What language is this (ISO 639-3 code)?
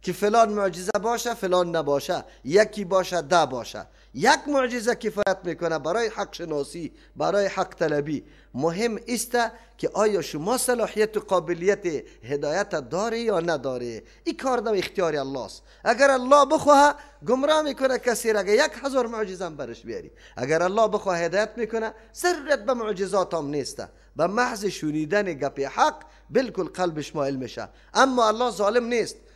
fas